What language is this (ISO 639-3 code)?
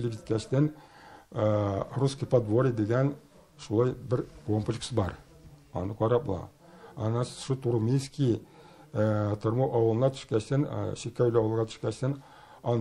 tat